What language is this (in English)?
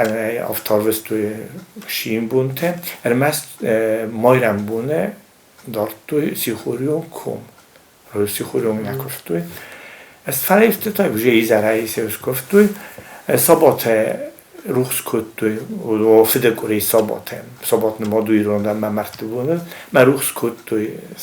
Ossetic